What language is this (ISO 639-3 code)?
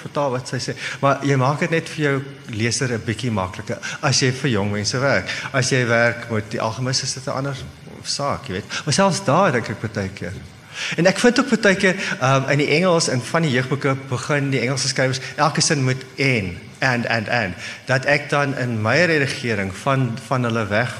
afr